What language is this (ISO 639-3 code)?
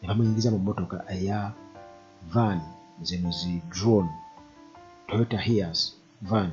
lug